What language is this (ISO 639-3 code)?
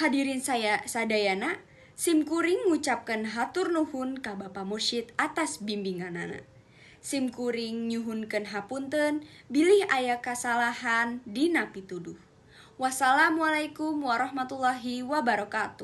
sun